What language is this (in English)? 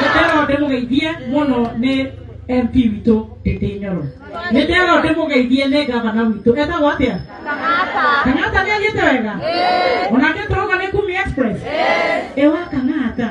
Kikuyu